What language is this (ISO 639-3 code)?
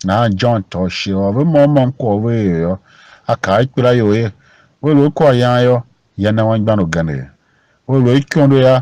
tiv